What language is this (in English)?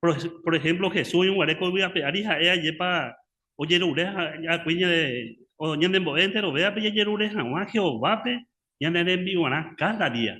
Guarani